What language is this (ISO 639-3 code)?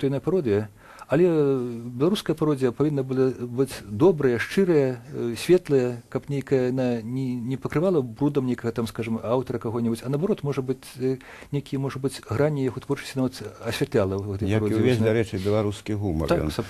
bel